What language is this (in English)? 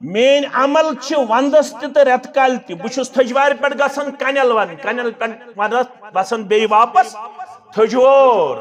Kashmiri